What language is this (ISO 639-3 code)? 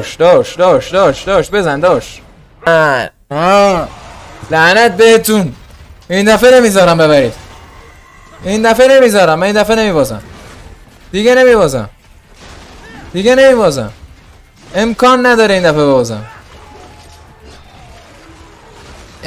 fas